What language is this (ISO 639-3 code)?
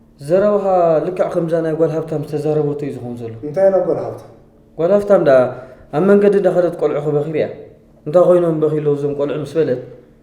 tir